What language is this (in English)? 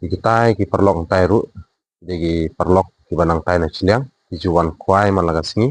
Khasi